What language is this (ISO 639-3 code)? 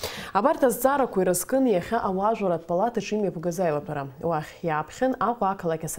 abk